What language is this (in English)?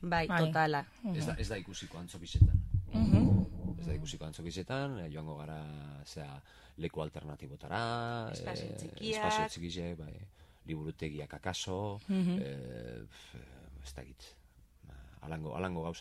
Basque